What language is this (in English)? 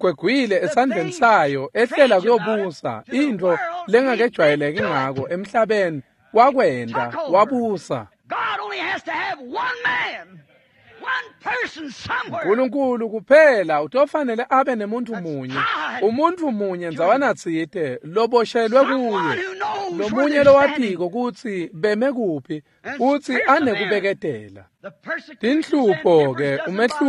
Swati